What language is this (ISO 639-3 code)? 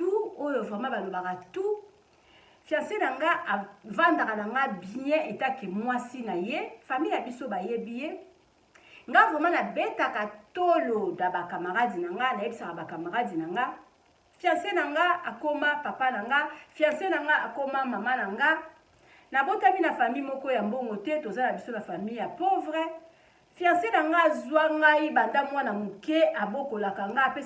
lin